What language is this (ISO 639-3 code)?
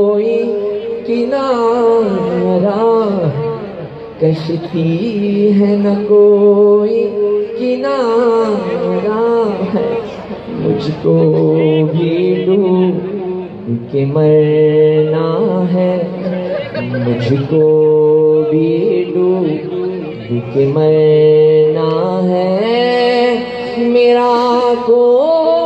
urd